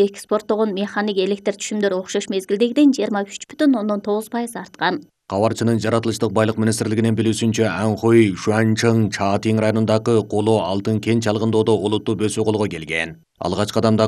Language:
Kyrgyz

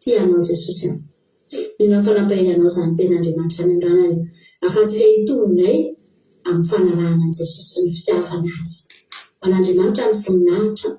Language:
Malagasy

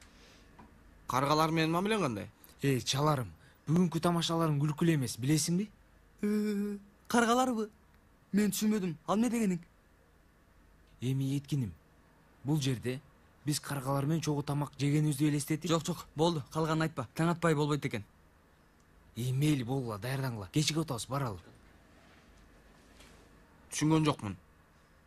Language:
Kyrgyz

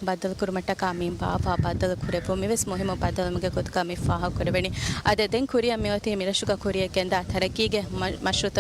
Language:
Divehi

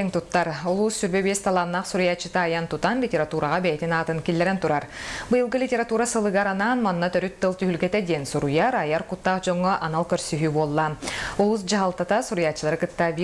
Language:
Yakut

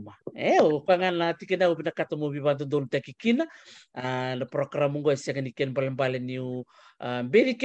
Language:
Fijian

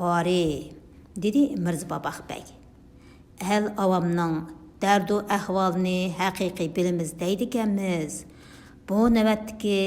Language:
Uyghur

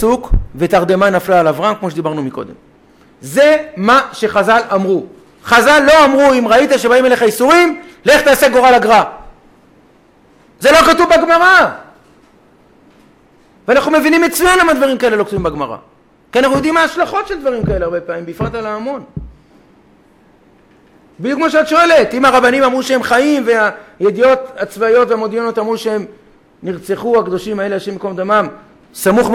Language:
Hebrew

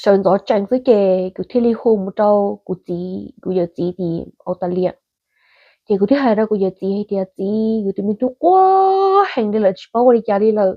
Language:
Hmong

